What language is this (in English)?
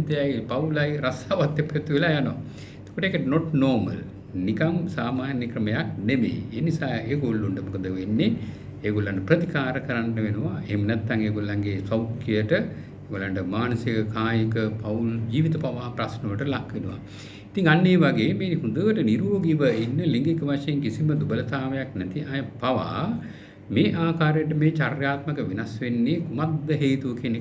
Sinhala